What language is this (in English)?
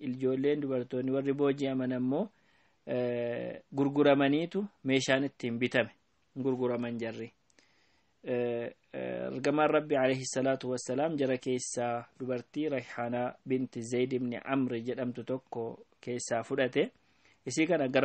Oromo